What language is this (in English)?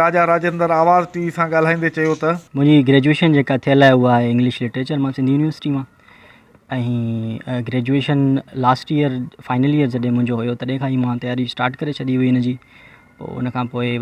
Sindhi